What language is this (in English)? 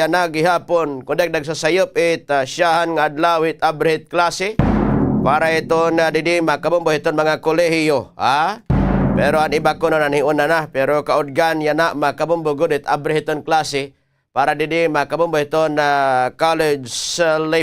Waray